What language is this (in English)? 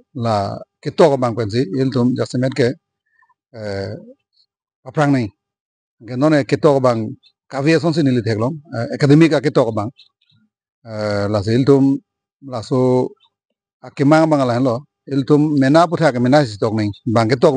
Karbi